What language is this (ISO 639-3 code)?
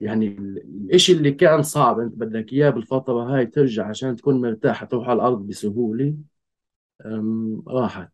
apc